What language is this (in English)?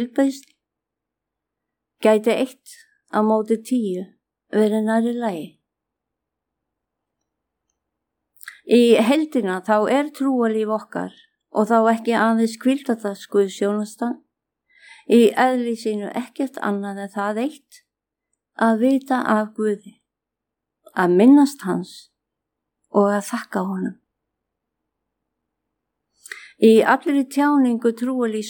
Icelandic